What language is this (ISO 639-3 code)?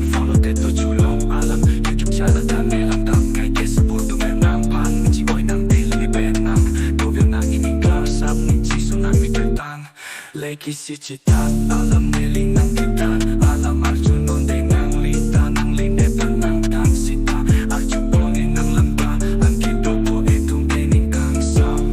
mjw